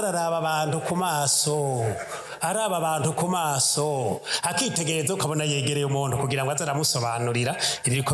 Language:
Rundi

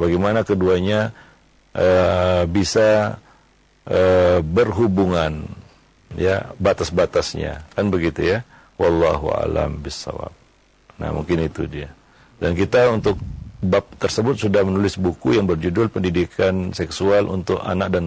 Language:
Indonesian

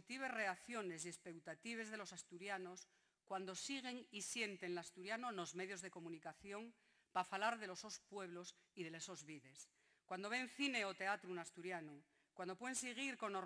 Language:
Asturian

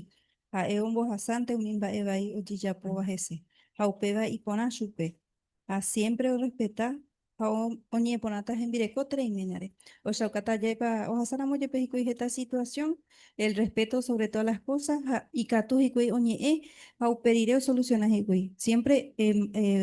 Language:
Guarani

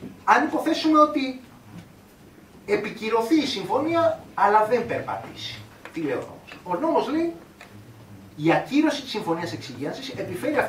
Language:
Greek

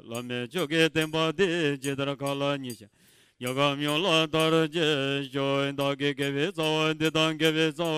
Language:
Tibetan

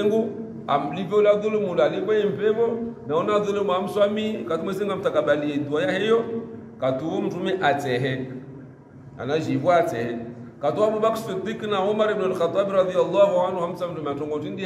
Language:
Swahili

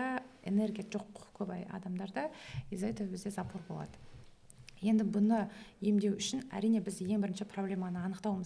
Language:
Kazakh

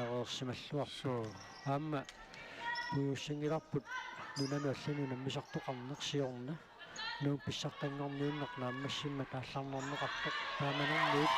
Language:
Kalaallisut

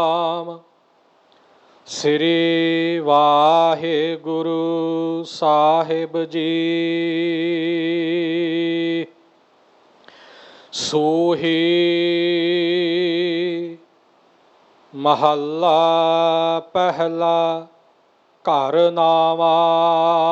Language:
Punjabi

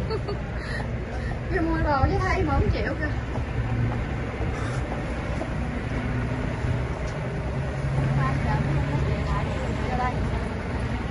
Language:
Vietnamese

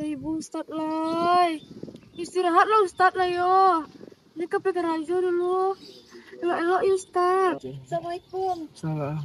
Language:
Minangkabau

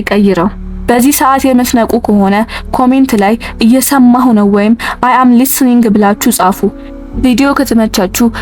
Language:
Amharic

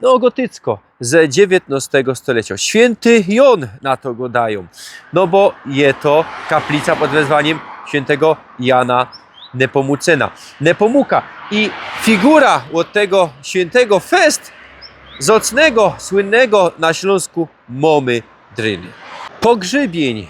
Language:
Silesian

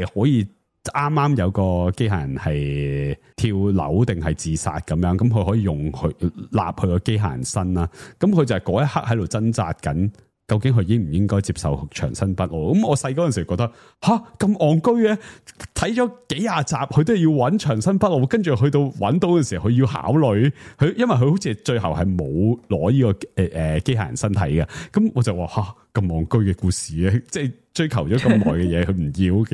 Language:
Cantonese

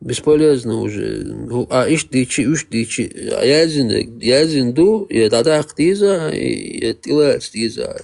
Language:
Chechen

